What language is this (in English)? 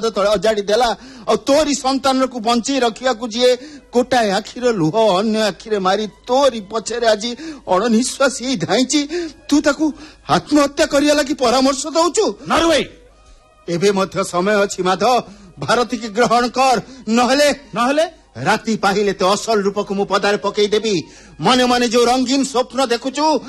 Odia